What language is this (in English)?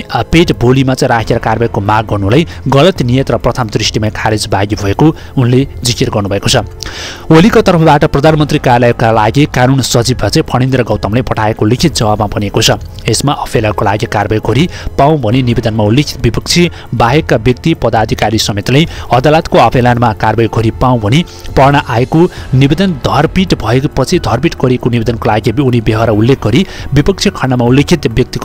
Nepali